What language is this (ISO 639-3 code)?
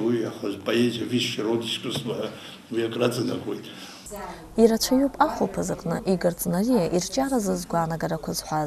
abk